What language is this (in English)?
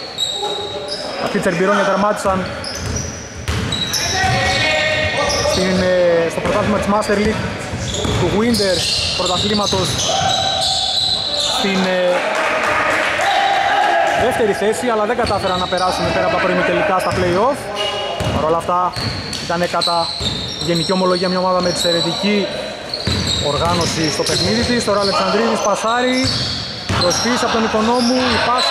Greek